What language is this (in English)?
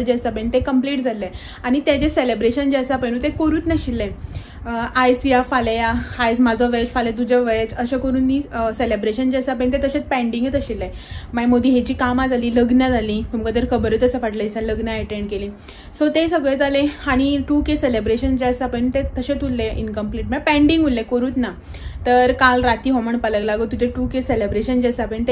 Konkani